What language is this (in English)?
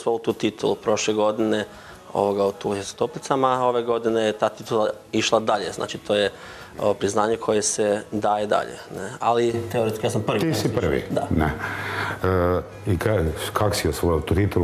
Croatian